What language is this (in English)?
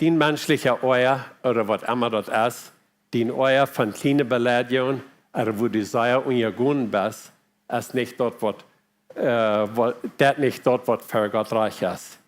Plautdietsch